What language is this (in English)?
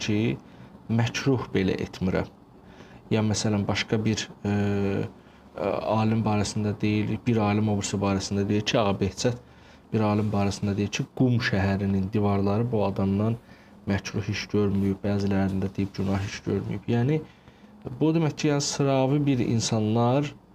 Azerbaijani